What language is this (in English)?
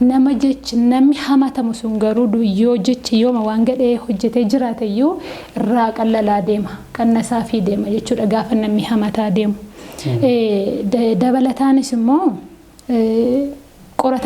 Oromo